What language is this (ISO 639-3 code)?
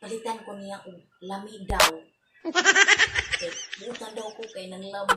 ceb